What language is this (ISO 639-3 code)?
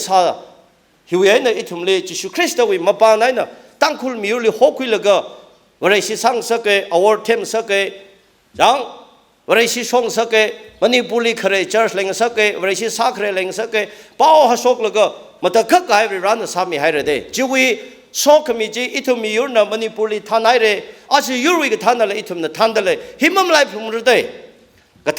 nmf